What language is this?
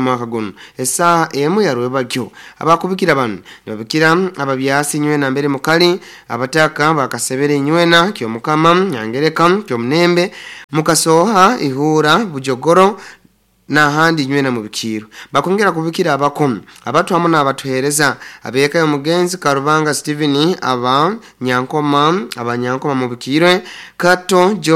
Nyoro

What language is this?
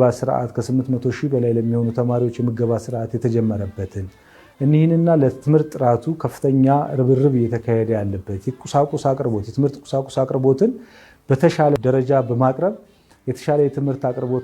Amharic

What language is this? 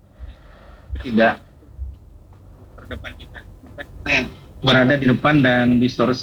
Indonesian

